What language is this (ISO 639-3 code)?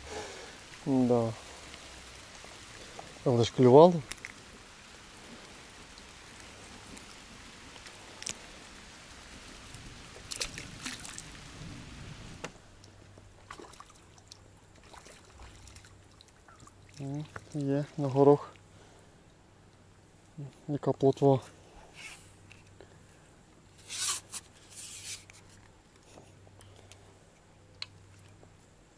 ukr